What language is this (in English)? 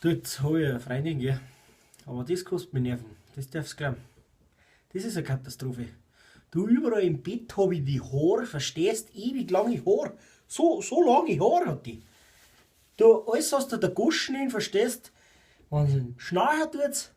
Bavarian